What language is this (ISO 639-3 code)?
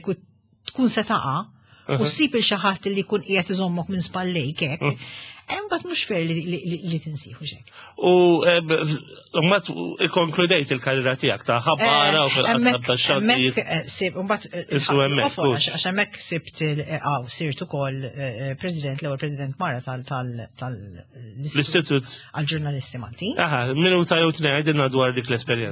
mlt